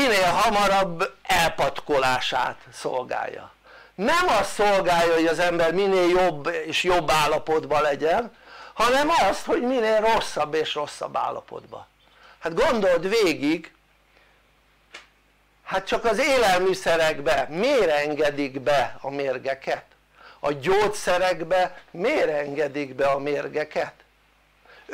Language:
Hungarian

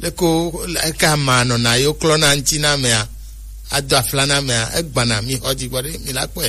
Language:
Gen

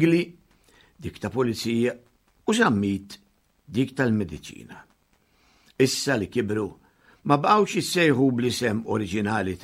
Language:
Maltese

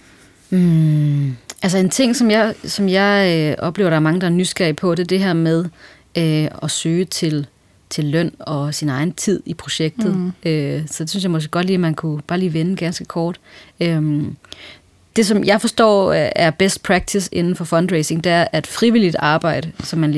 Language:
Danish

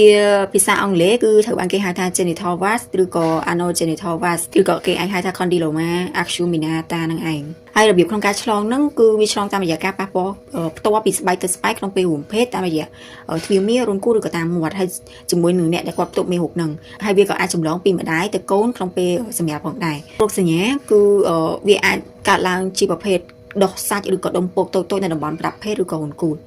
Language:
Khmer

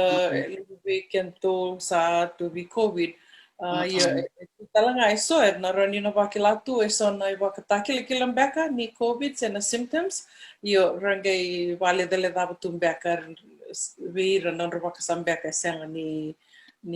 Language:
Fijian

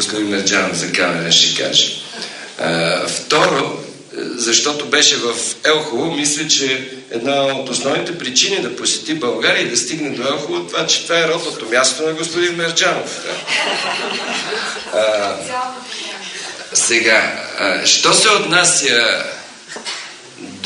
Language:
Bulgarian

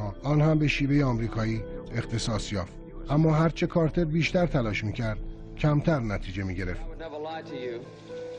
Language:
Persian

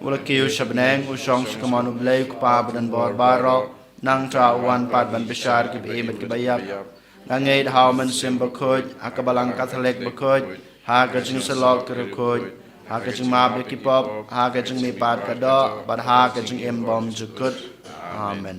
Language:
Khasi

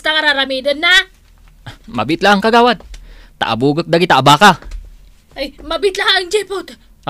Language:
Iloko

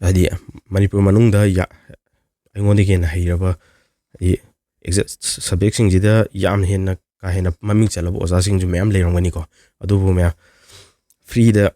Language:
Manipuri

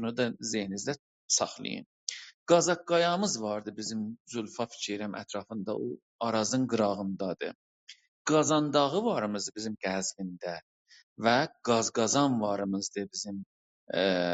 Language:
South Azerbaijani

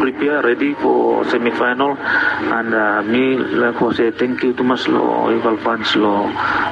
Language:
Bislama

